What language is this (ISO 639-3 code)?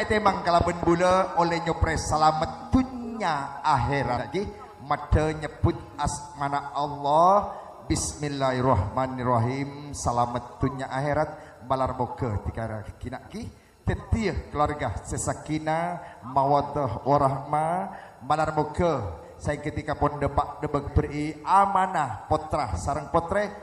mad